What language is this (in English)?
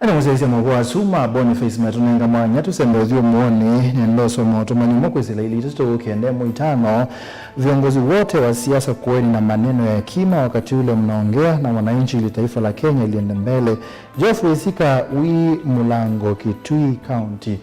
Kamba